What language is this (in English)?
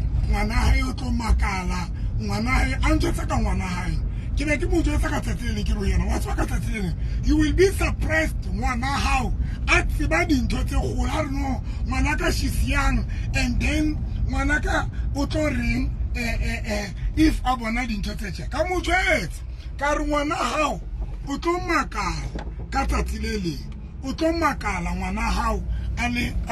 Tswana